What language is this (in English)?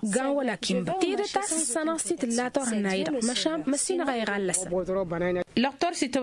Tamasheq